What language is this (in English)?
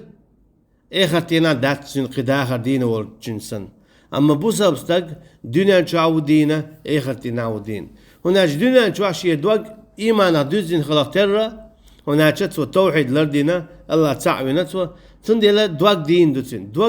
Chechen